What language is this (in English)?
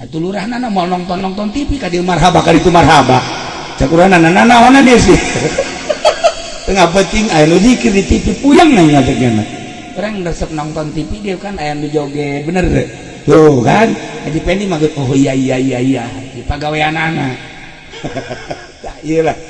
Sundanese